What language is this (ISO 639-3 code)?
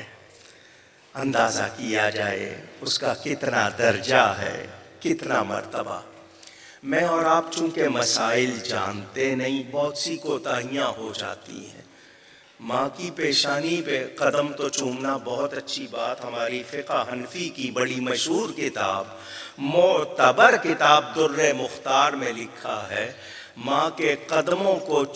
urd